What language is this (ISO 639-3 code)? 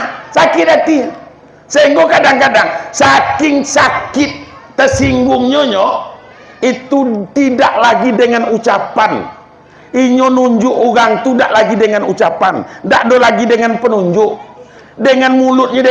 min